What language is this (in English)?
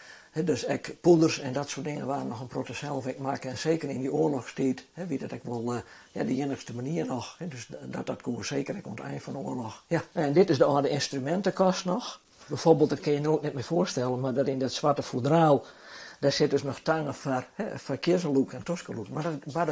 Western Frisian